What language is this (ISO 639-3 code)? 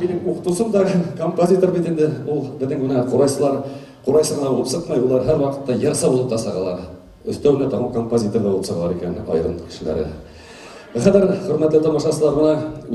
bak